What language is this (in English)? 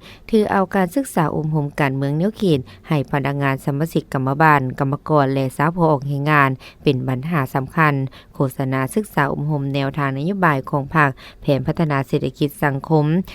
Lao